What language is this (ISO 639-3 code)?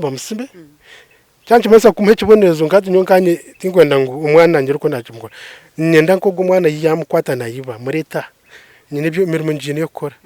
nyn